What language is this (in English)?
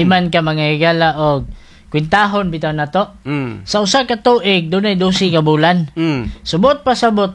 Cebuano